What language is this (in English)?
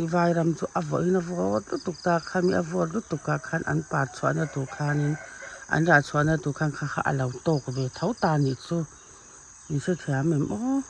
Mizo